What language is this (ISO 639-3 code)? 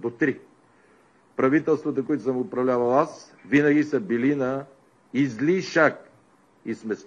bul